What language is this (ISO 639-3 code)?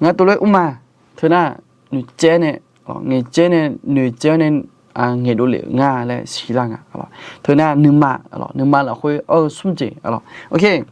ahk